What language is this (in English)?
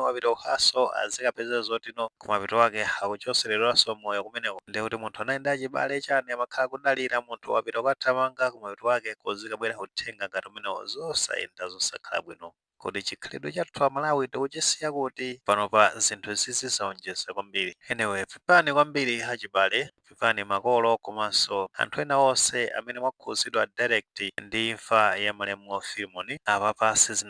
Nyanja